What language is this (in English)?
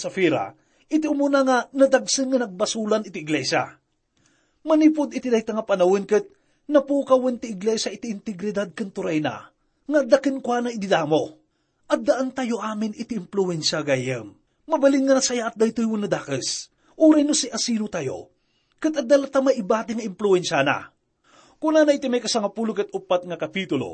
Iloko